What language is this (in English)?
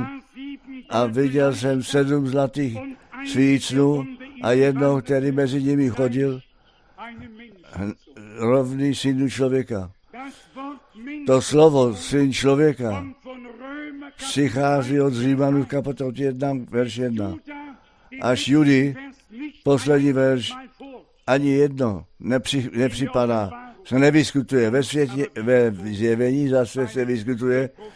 Czech